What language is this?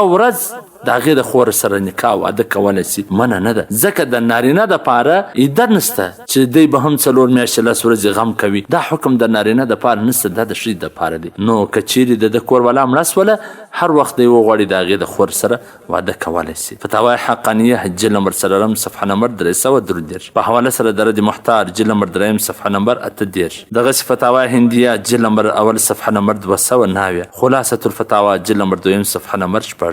Pashto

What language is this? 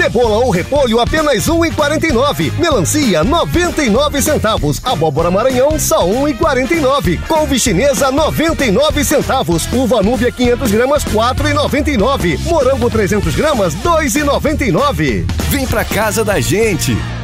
Portuguese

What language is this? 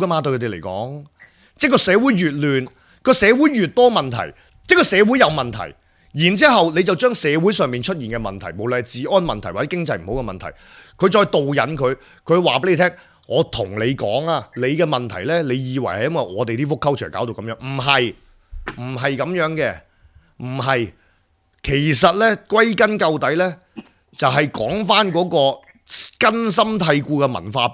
Cantonese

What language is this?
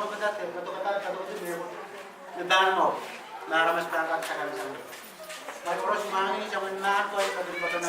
Pohnpeian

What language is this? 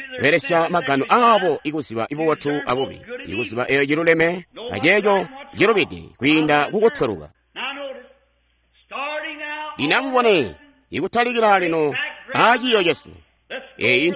Tonga (Zambia)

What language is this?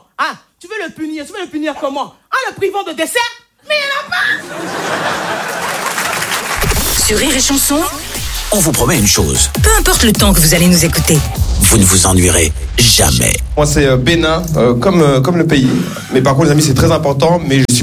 French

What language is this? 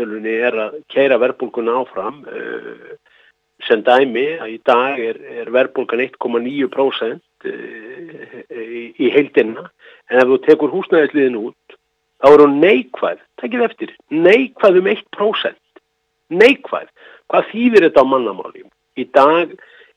Icelandic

